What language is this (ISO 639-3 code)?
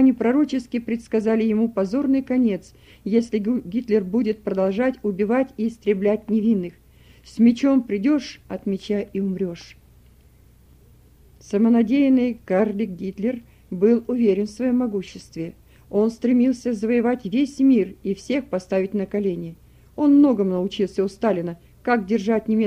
rus